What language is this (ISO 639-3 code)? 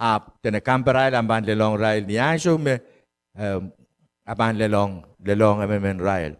pon